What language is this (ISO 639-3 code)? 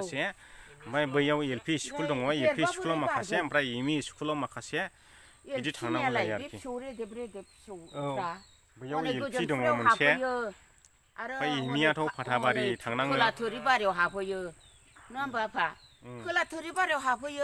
brx